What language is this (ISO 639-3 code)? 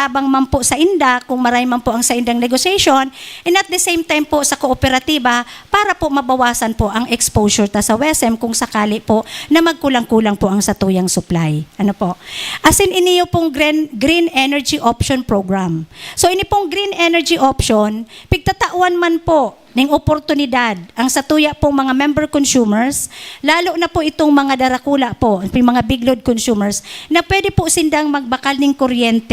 bik